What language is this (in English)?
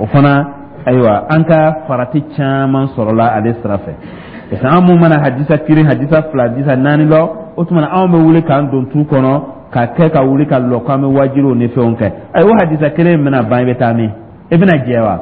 Dyula